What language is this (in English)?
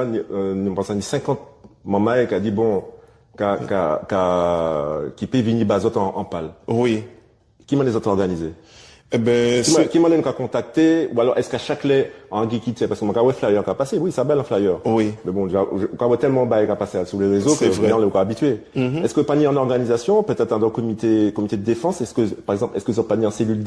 Guadeloupean Creole French